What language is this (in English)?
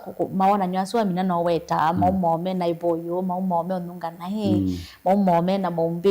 Kamba